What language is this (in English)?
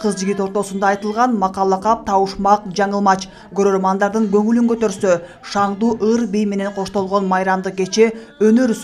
Kyrgyz